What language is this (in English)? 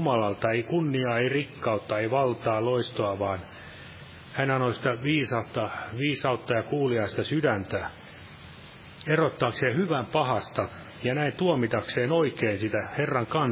Finnish